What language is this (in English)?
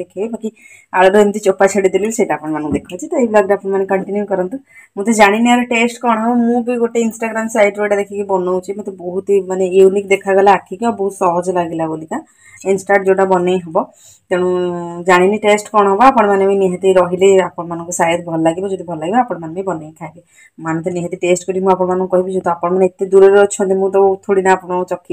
Odia